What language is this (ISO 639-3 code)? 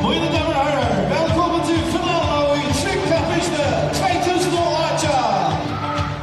fao